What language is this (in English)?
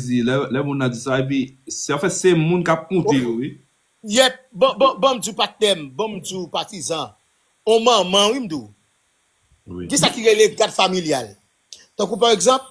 Haitian Creole